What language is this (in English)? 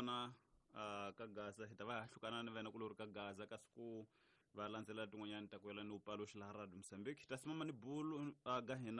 Tsonga